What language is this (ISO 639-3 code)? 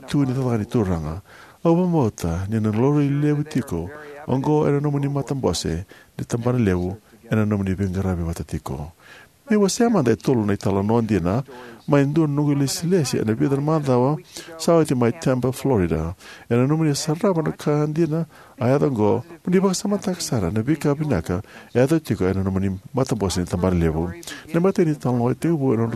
fij